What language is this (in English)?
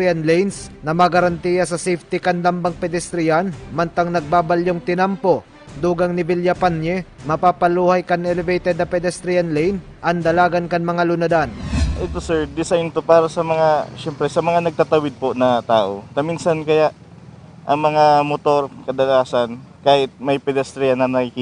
Bikol